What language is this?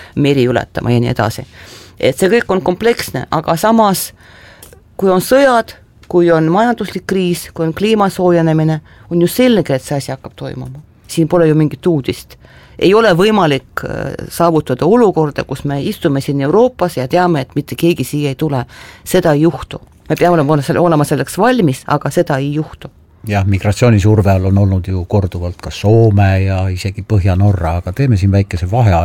Estonian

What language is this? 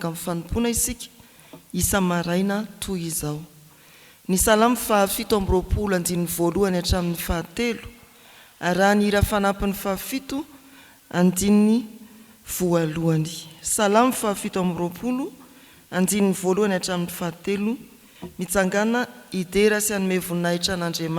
Malagasy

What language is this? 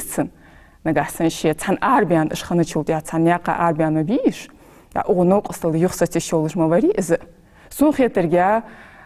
Ingush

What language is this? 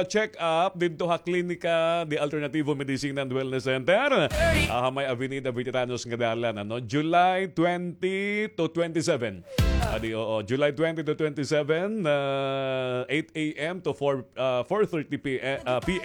Waray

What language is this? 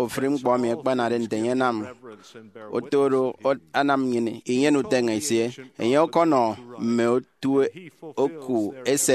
Efik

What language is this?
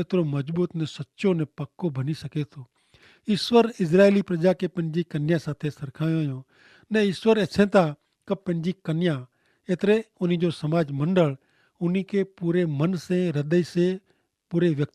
Kachhi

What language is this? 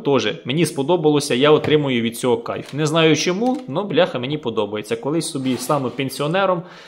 Ukrainian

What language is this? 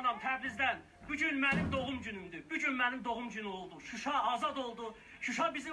South Azerbaijani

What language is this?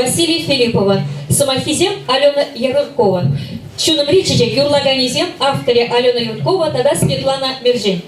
Chuvash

